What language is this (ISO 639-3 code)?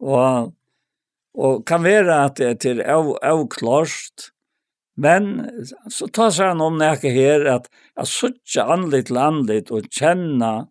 fao